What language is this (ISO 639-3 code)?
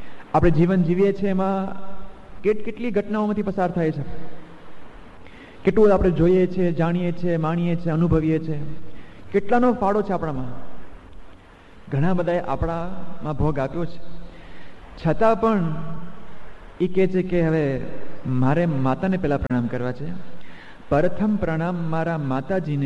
guj